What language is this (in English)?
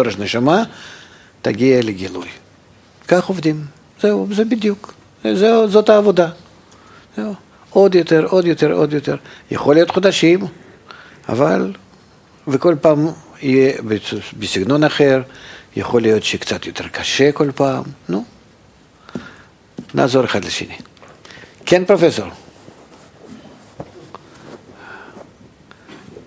Hebrew